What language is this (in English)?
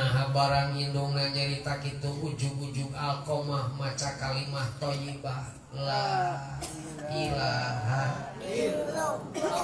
Sundanese